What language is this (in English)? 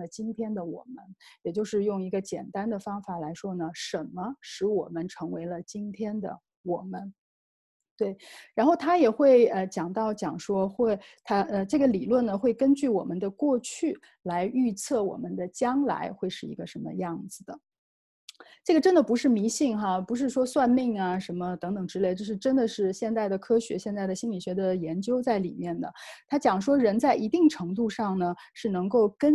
Chinese